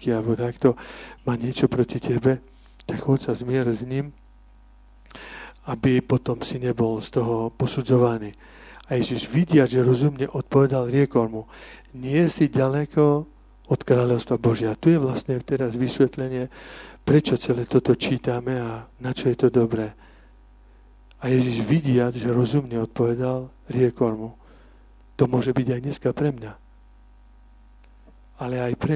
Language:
Slovak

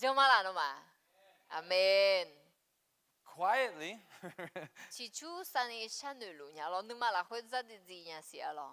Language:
Akha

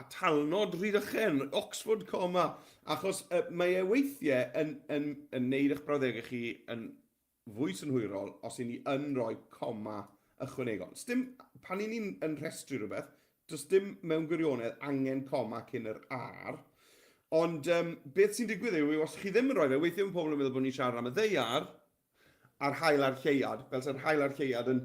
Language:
Welsh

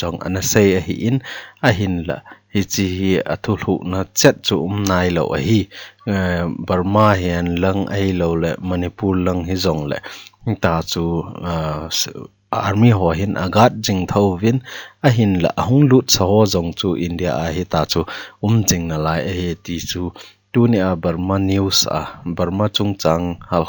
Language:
Thado Chin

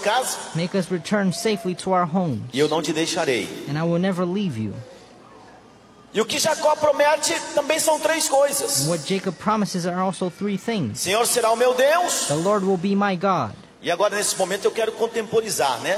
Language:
Portuguese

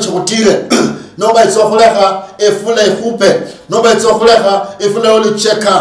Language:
Luyia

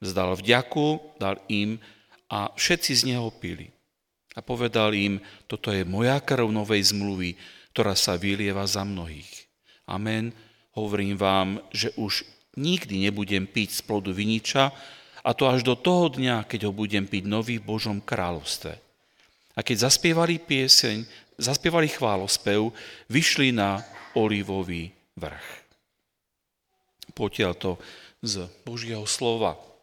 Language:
Slovak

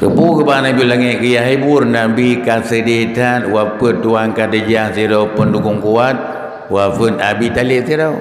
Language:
Achinese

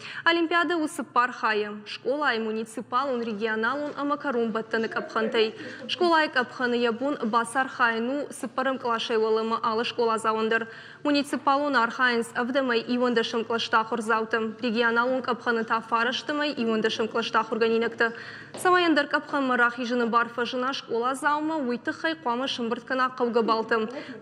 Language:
Ossetic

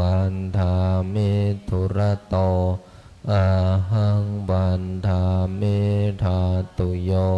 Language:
Pali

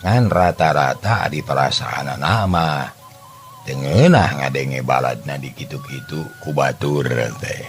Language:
Sundanese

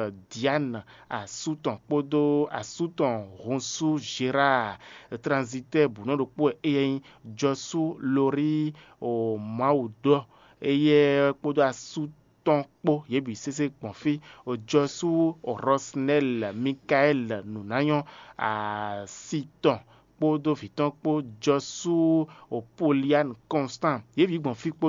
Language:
Fon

